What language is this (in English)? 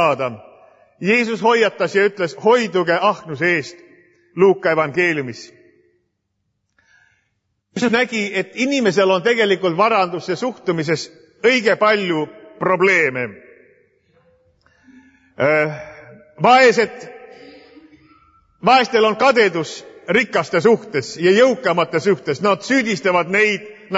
Estonian